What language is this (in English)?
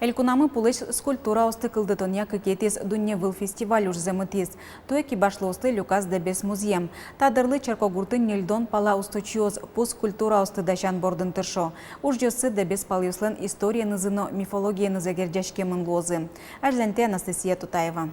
Udmurt